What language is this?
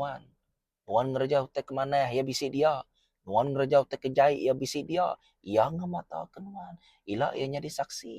Iban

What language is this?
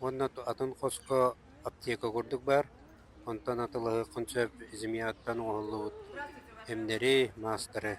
Yakut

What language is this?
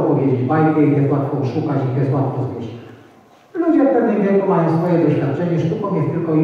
Polish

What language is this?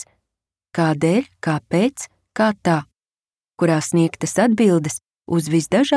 Latvian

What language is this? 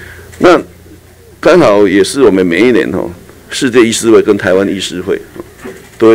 Chinese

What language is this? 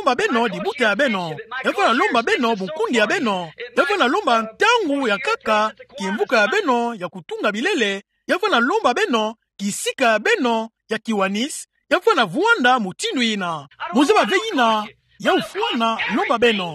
Kituba (Democratic Republic of Congo)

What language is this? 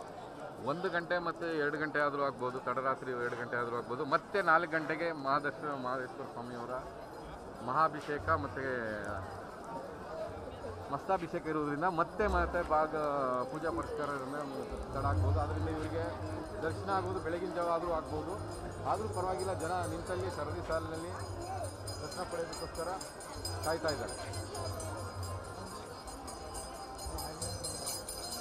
Kannada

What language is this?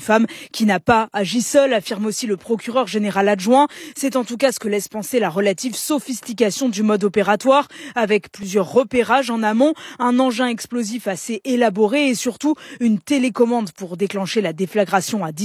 French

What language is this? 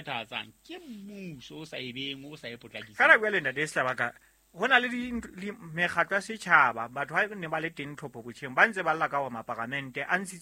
Southern Sotho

